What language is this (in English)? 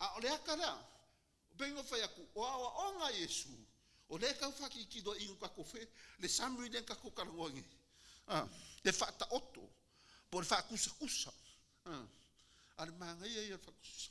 Samoan